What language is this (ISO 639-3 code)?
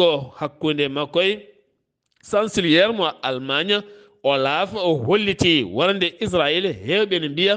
ful